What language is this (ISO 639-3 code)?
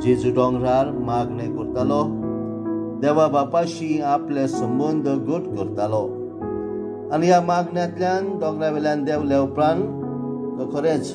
kok